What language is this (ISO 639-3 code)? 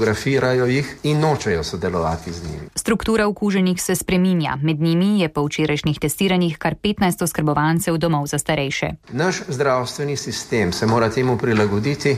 slv